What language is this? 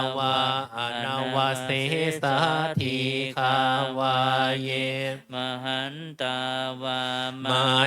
Pali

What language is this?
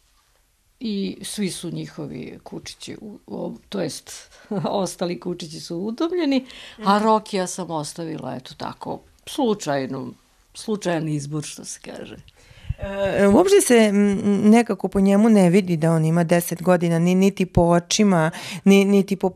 Serbian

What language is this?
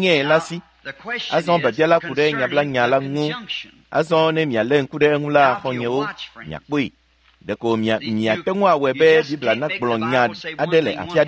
Ewe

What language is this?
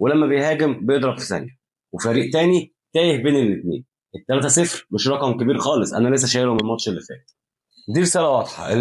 Egyptian Arabic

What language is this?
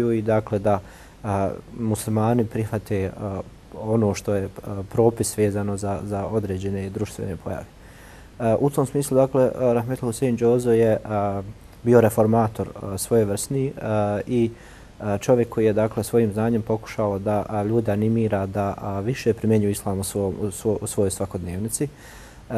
Bosnian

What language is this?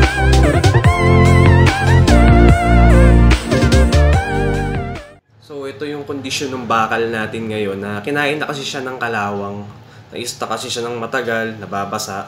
Filipino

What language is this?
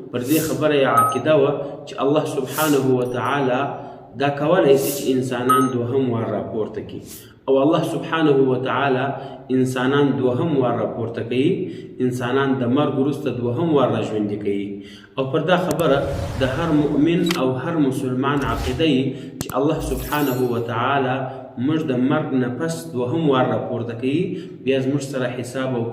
Pashto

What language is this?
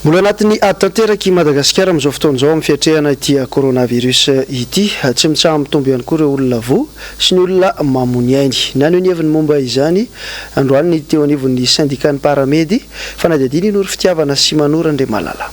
Malagasy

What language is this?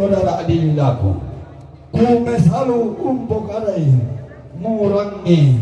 Toraja-Sa'dan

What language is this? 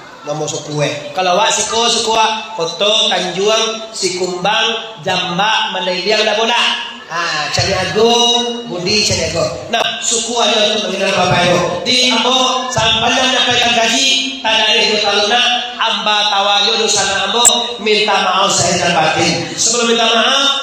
Minangkabau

